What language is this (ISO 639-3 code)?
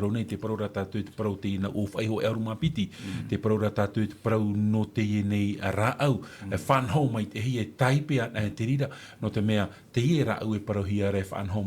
tah